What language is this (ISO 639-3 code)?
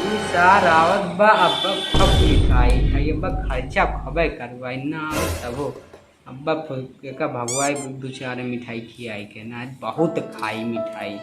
awa